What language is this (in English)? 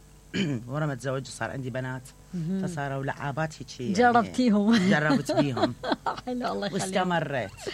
Mesopotamian Arabic